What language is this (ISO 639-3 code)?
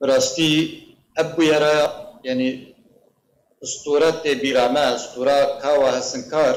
kur